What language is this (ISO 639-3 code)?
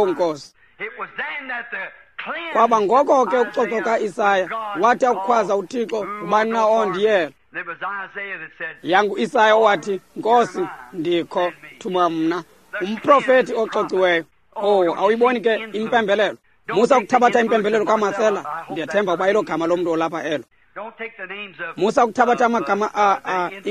xho